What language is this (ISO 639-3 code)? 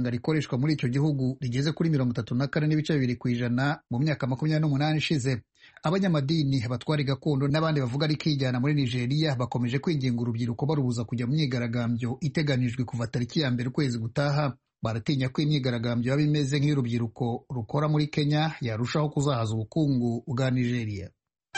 kin